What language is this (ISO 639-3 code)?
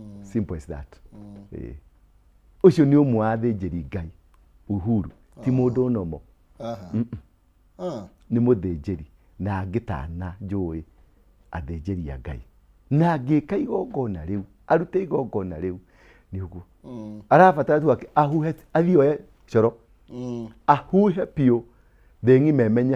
kik